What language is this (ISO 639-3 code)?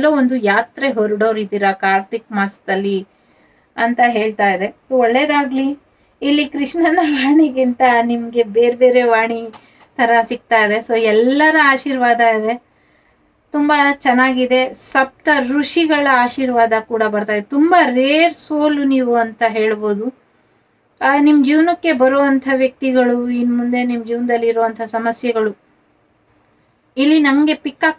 kan